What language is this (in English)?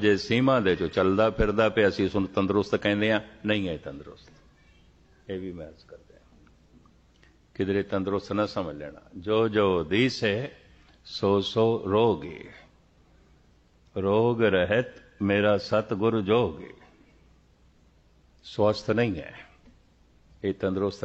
Punjabi